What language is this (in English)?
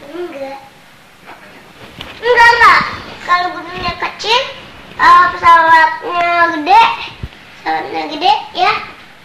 Indonesian